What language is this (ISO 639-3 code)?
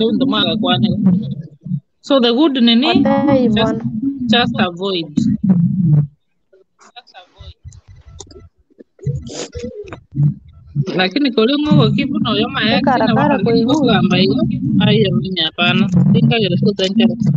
swa